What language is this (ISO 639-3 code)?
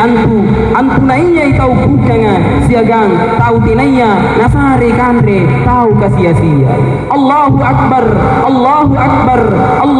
mak